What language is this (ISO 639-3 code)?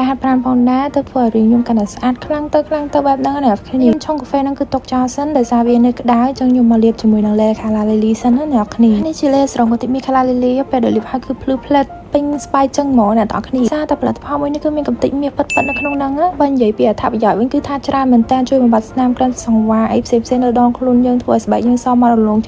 khm